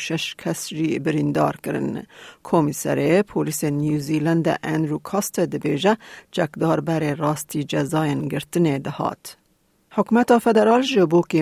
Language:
Kurdish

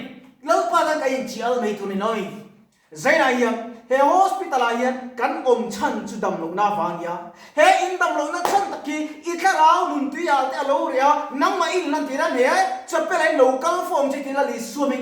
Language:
Mizo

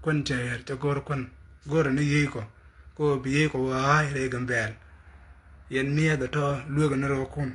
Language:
Nuer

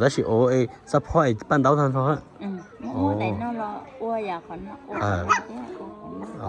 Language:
Hmong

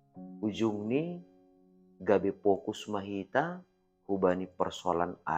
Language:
Batak Simalungun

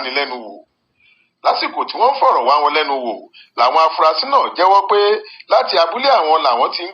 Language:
Yoruba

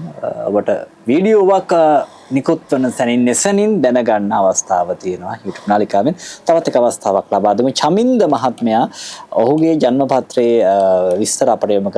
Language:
Sinhala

